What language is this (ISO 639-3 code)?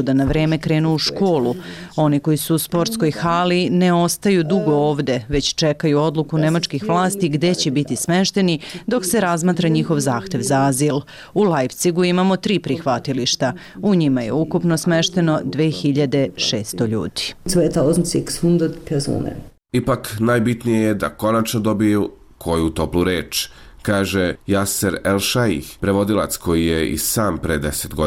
srp